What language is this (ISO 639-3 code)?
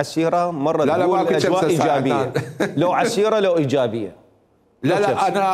acm